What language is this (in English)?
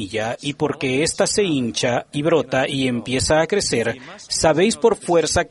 Spanish